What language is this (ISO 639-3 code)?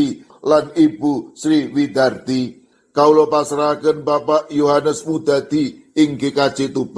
jav